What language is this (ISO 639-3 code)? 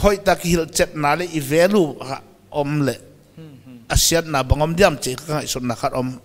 pck